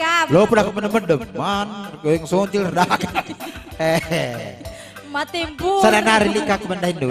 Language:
Batak Karo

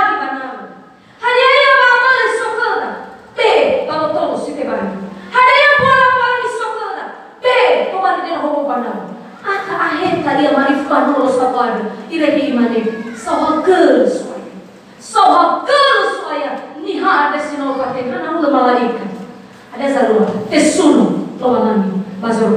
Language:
Nias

